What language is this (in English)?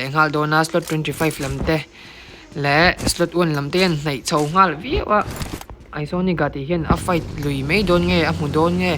Mizo